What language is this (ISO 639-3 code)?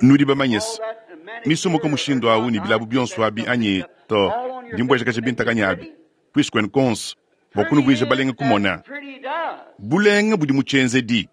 lua